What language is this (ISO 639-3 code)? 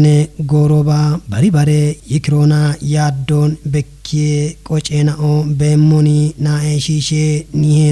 kbr